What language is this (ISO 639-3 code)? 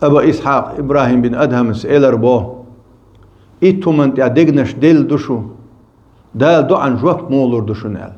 che